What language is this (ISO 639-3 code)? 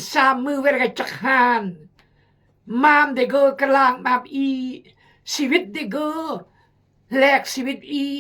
kjg